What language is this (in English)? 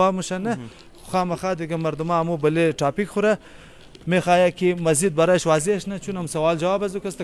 Hazaragi